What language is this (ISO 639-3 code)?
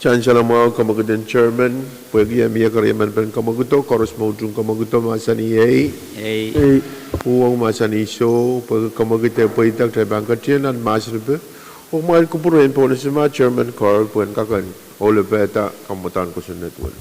pon